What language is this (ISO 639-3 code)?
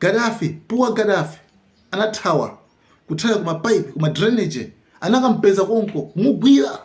nya